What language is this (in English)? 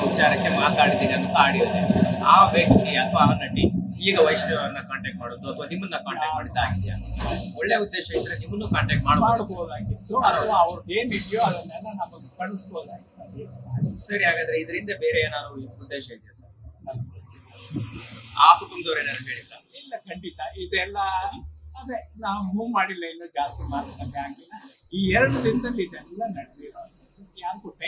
Kannada